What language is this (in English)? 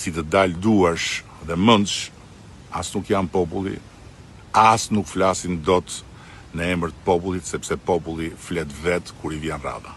Albanian